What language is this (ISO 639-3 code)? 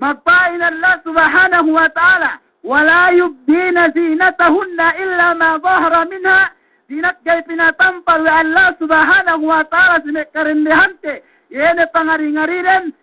yka